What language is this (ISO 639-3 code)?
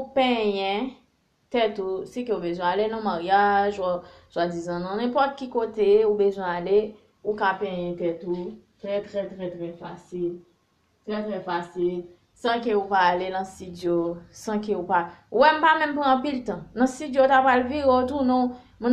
hat